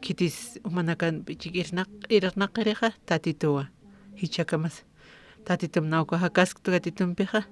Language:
Aymara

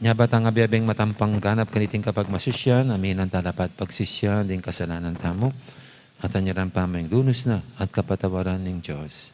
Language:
Pampanga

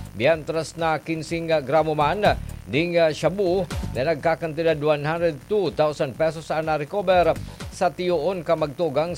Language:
Bikol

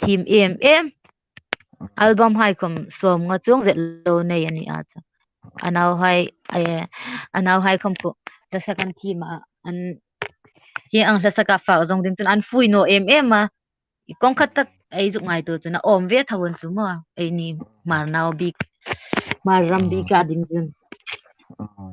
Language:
Hmar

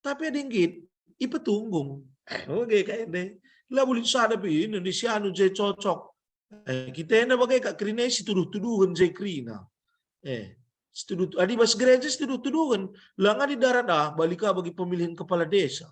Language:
Batak Karo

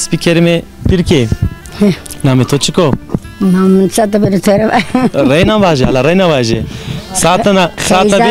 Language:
Zaza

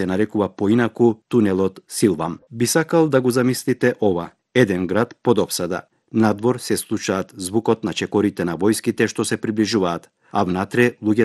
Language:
Macedonian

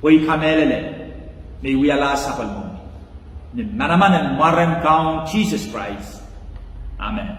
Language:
Pohnpeian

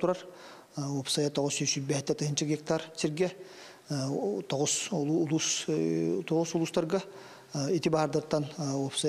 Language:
Yakut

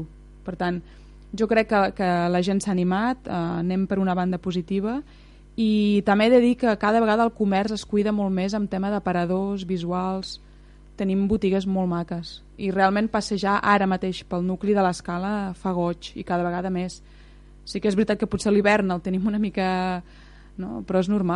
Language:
Catalan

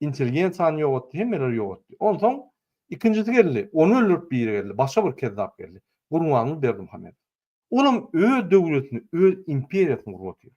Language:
Turkmen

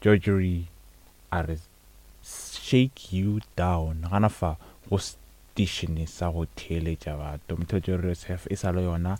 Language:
Northern Sotho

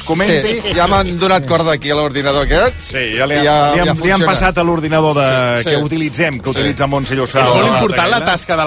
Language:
Catalan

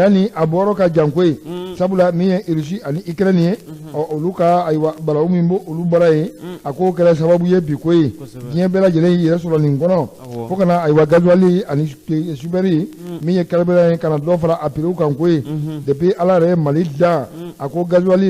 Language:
Bambara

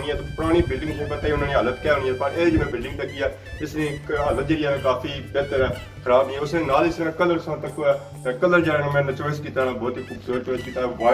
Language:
Pahari-Potwari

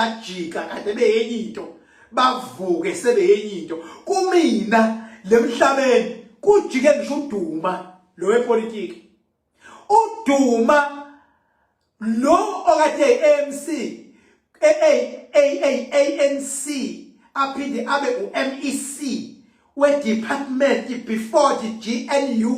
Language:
Zulu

